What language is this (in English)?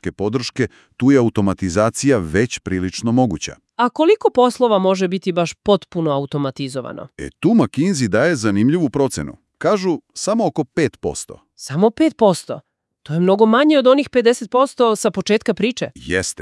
Serbian